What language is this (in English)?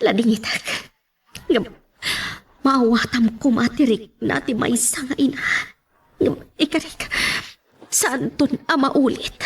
Iloko